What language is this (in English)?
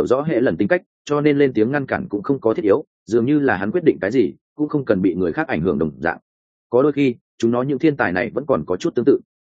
Vietnamese